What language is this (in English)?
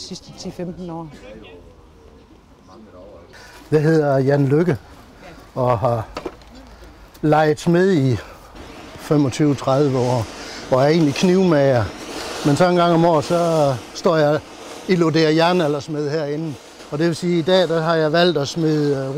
Danish